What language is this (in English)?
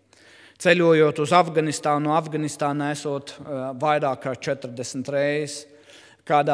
Latvian